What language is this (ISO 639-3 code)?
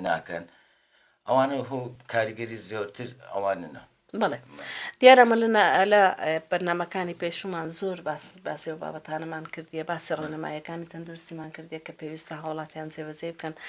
ckb